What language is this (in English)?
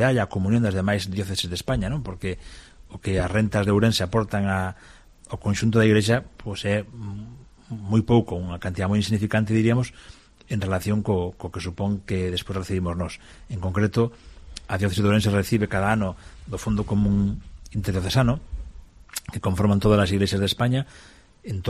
Galician